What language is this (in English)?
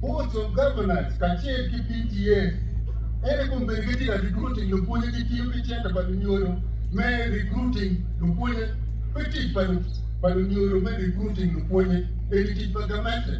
Acoli